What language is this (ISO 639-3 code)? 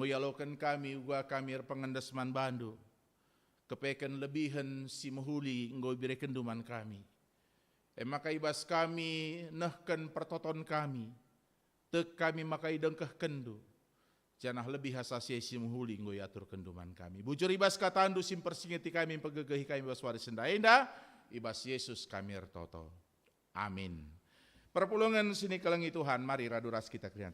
btx